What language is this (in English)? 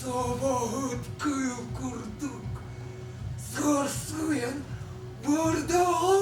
Yakut